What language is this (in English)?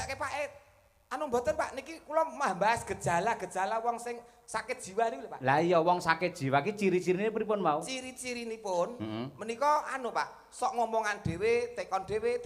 Javanese